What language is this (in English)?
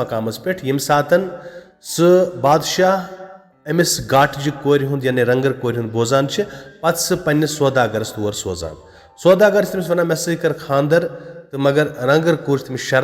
Kashmiri